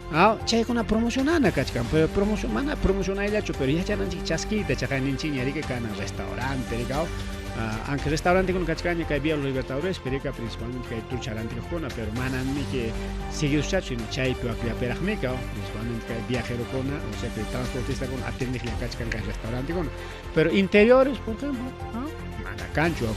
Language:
Ayacucho Quechua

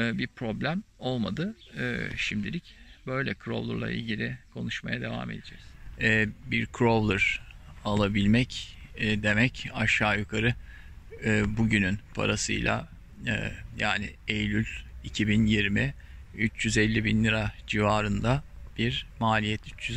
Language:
Turkish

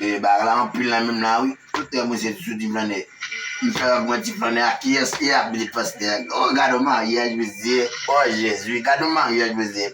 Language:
Haitian Creole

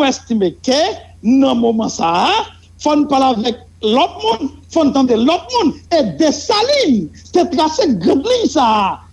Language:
Haitian Creole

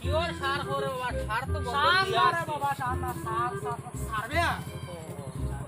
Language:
Sylheti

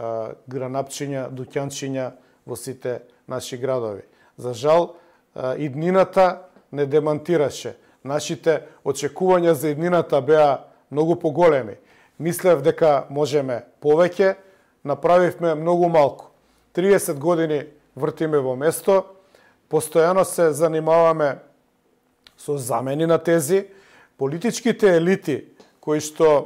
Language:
Macedonian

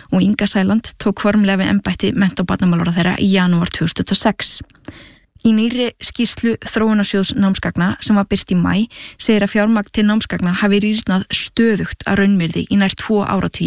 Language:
Icelandic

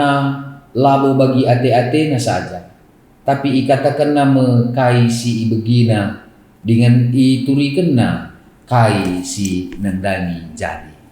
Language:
Batak Karo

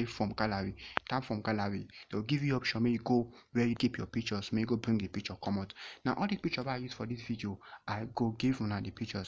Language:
Nigerian Pidgin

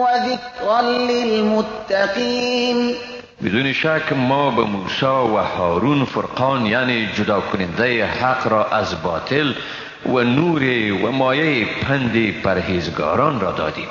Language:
Persian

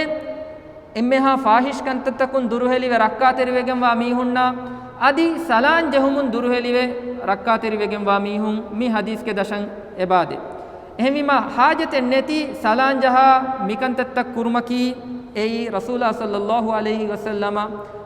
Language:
Divehi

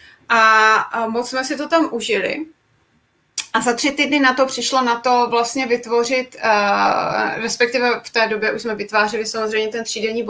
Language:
Czech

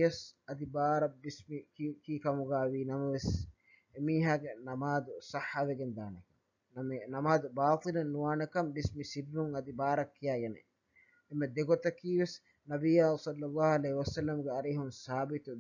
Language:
Divehi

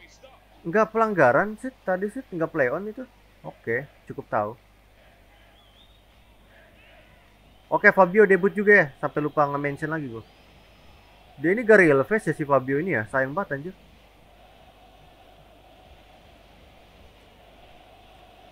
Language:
Indonesian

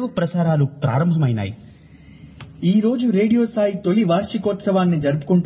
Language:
Telugu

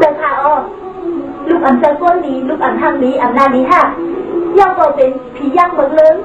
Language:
Shan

